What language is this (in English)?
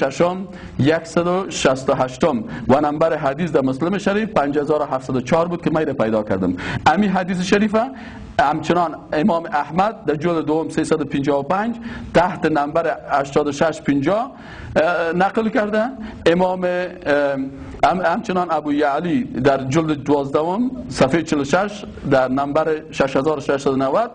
Persian